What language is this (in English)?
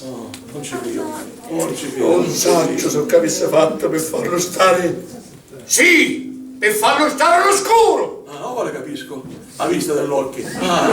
Sicilian